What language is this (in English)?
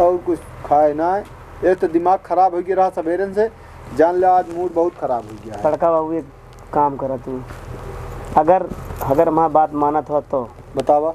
Awadhi